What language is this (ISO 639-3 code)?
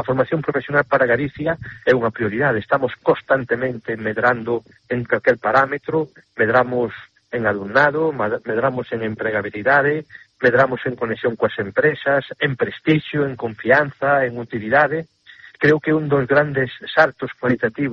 glg